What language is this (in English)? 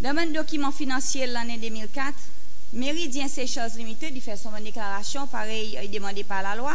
Seselwa Creole French